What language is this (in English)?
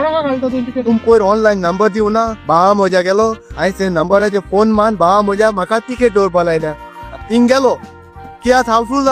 Konkani